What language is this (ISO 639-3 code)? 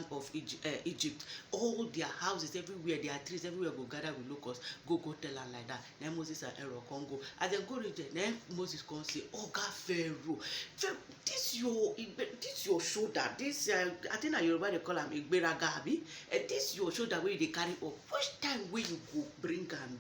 pcm